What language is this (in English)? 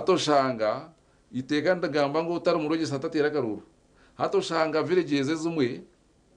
Nyankole